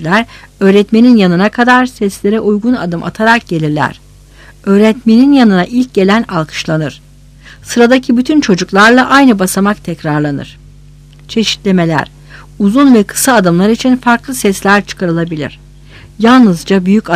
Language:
Turkish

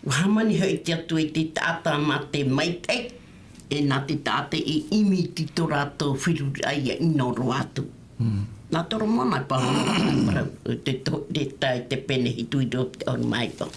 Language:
Tahitian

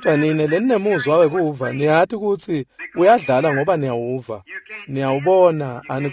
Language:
Swati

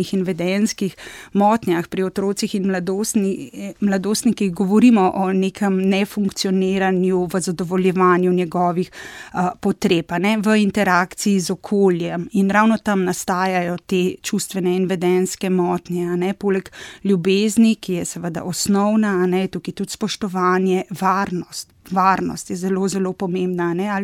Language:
Slovenian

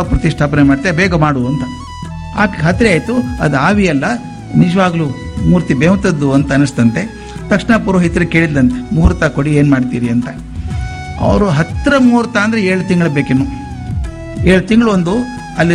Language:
Kannada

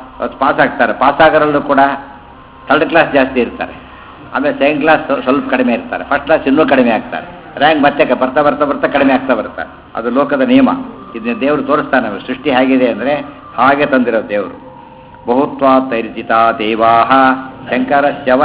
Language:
Kannada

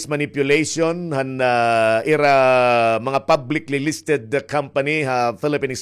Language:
Waray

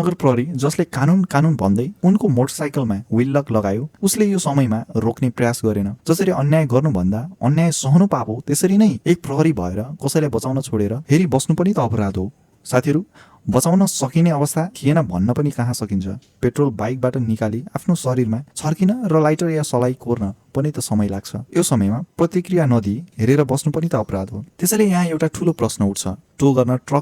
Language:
Nepali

